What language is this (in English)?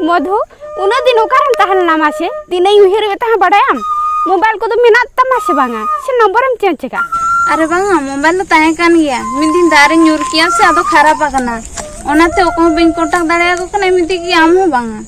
Santali